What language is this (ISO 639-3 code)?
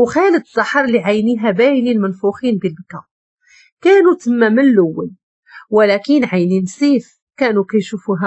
ary